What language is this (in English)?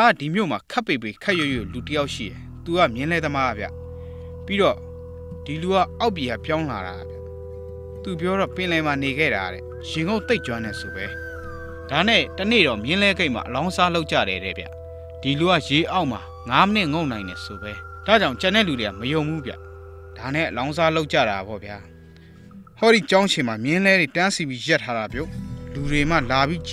Burmese